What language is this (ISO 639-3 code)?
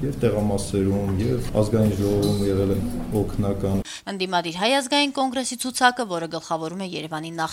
hye